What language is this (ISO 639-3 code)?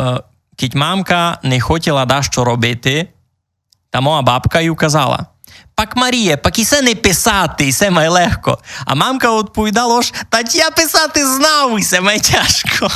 rue